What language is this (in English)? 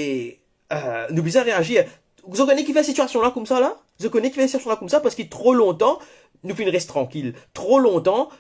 Morisyen